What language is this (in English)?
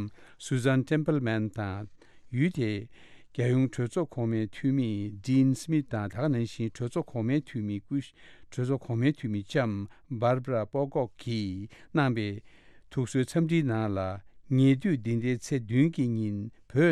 Tibetan